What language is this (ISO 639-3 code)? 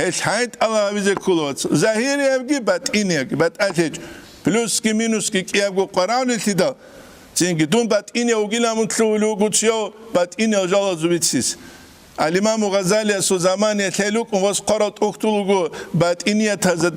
ava